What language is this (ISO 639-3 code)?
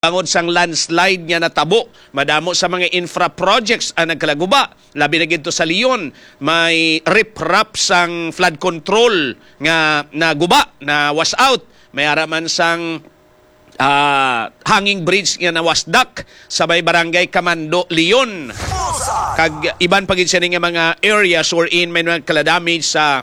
hil